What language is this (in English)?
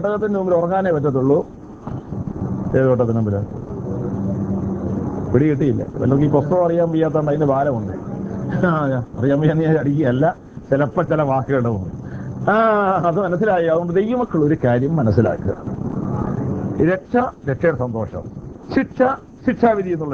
Malayalam